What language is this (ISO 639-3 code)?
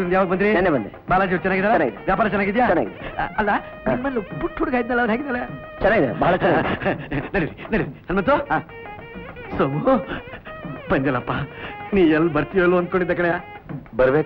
kan